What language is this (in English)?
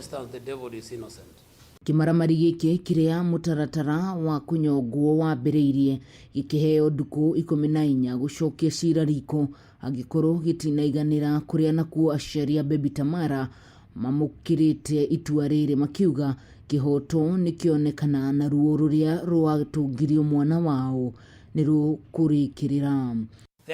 Kikuyu